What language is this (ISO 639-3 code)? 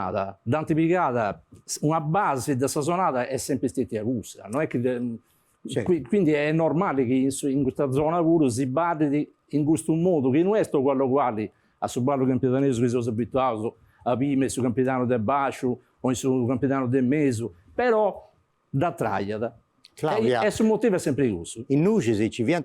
srd